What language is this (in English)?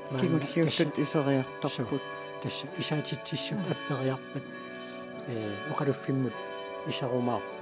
Kalaallisut